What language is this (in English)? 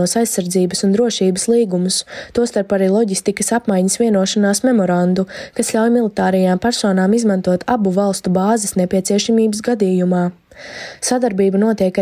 Latvian